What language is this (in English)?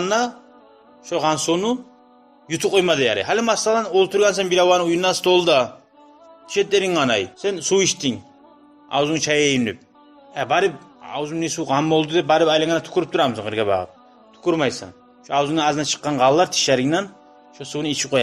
Kumyk